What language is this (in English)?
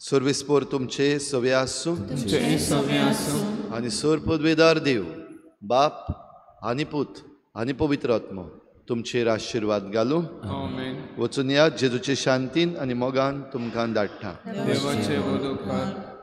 Konkani